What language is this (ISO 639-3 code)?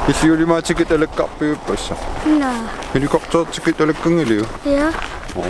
kal